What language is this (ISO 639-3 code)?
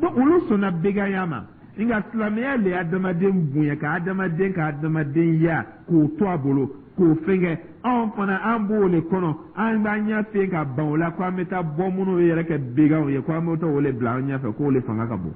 dyu